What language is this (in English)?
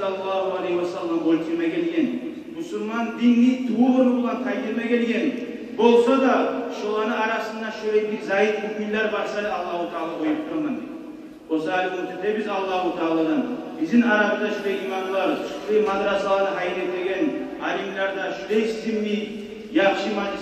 Kumyk